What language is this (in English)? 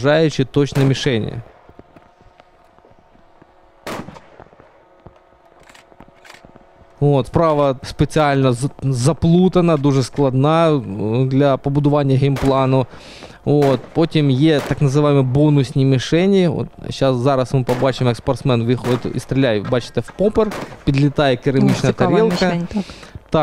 Ukrainian